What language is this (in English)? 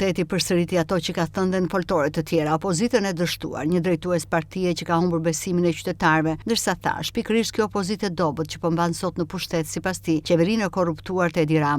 Albanian